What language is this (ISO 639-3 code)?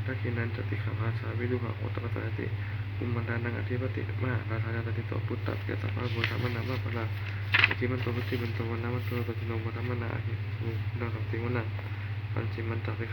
pli